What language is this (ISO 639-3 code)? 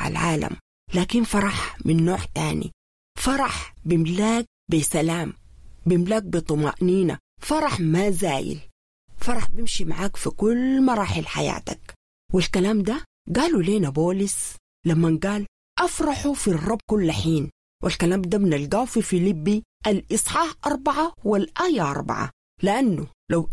apd